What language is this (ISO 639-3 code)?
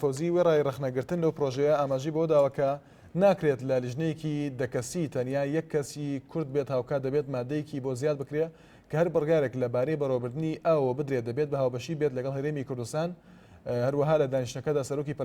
ckb